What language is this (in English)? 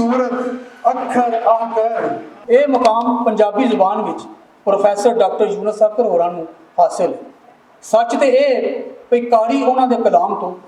Western Panjabi